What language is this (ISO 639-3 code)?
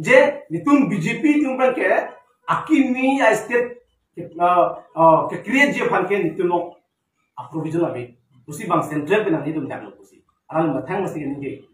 mjw